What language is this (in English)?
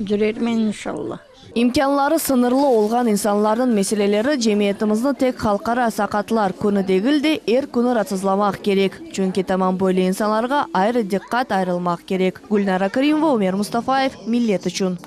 Crimean Tatar